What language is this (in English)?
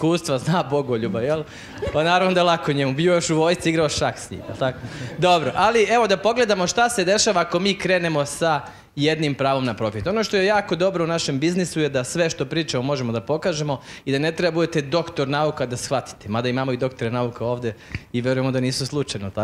Serbian